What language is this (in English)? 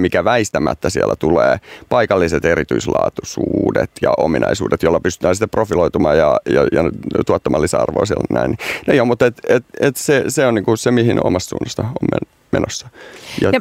Finnish